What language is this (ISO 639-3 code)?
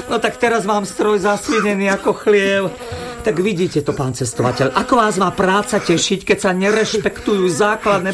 slk